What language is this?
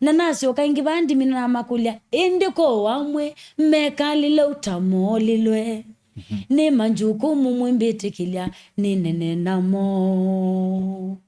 Kamba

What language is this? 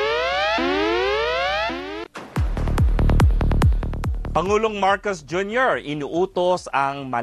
Filipino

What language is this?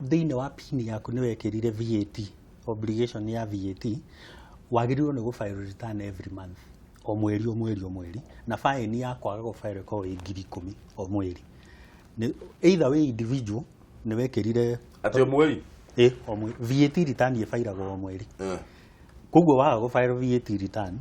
Kikuyu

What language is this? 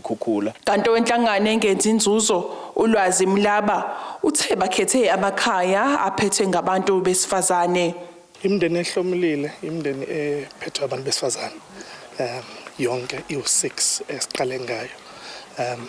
Zulu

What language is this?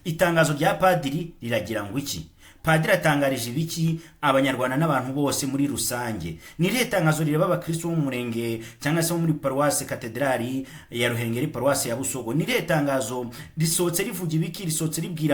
Kinyarwanda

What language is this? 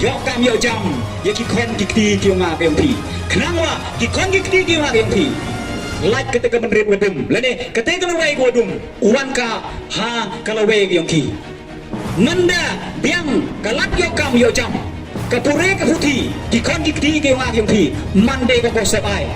Khasi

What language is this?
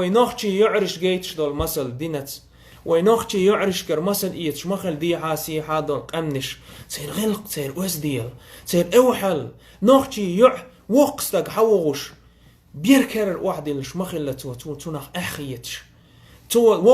Chechen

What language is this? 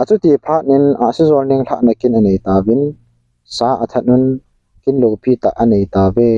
Thado Chin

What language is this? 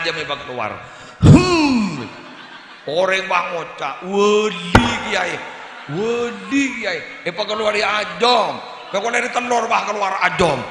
Madurese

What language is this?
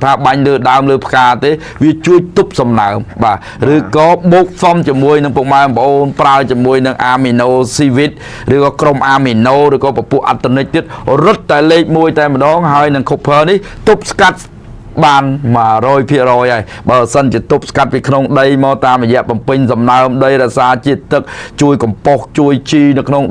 Khmer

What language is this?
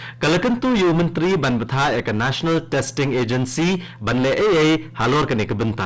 Khasi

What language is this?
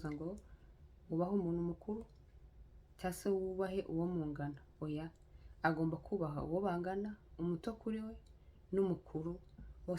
Kinyarwanda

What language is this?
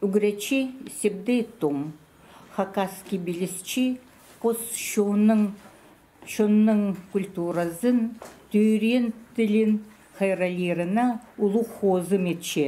Khakas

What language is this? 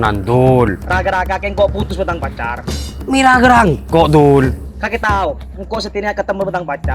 Madurese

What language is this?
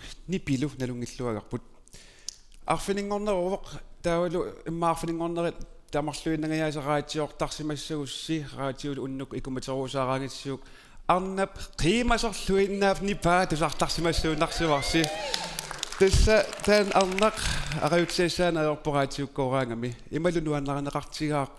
Kalaallisut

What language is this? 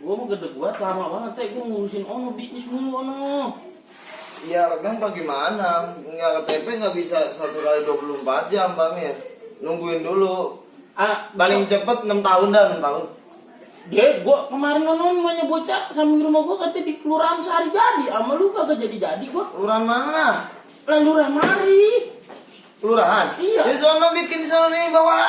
Betawi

